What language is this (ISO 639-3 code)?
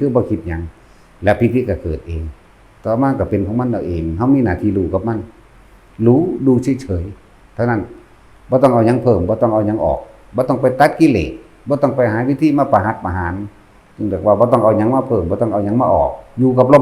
tts